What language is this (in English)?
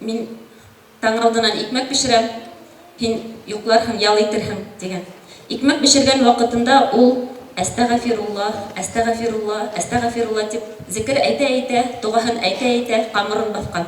Bashkir